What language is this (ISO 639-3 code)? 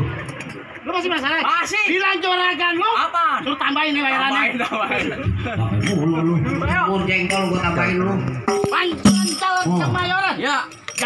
bew